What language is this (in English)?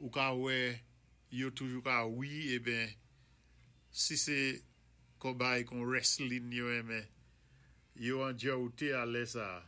Saint Lucian Creole French